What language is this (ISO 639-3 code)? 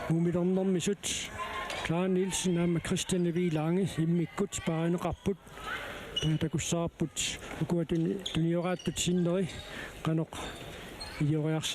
kal